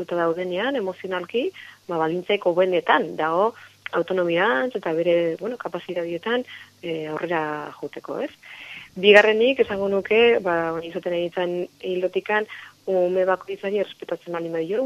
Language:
Basque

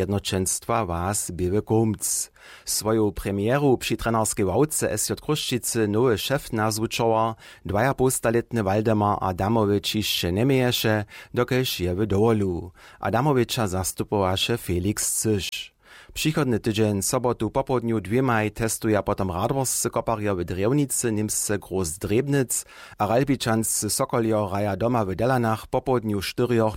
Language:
Upper Sorbian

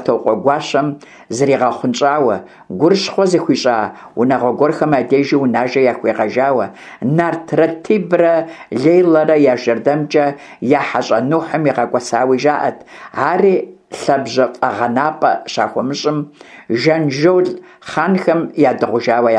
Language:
Kabardian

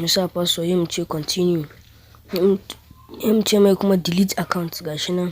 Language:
Hausa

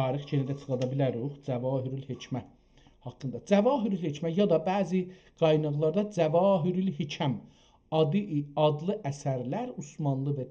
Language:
South Azerbaijani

